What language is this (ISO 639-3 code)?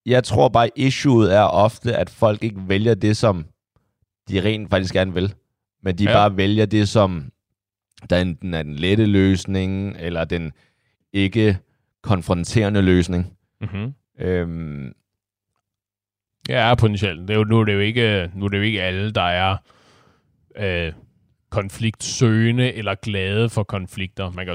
dan